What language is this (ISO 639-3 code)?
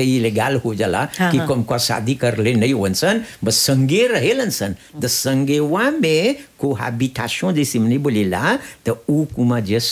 bho